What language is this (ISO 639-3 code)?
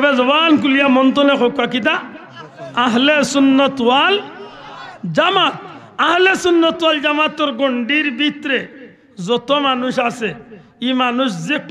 syl